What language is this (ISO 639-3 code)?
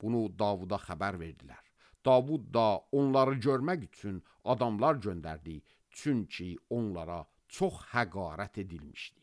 aze